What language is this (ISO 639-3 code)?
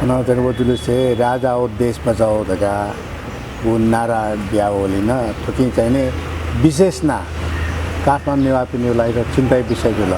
new